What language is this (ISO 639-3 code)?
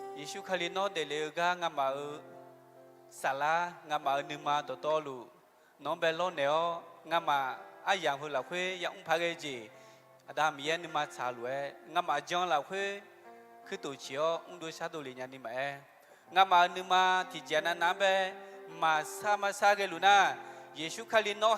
ahk